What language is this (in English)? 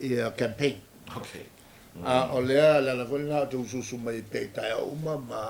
Samoan